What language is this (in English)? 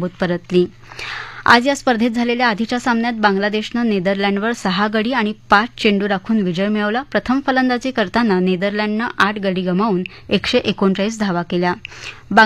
Marathi